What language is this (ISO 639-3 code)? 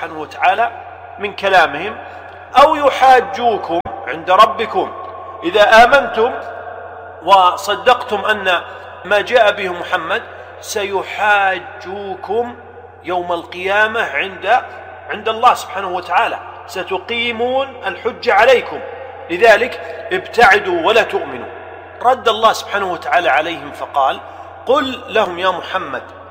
ara